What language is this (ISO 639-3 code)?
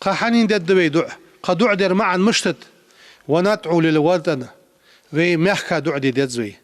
inh